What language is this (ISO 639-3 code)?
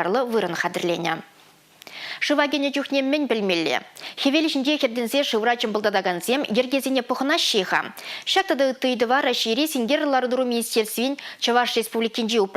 chv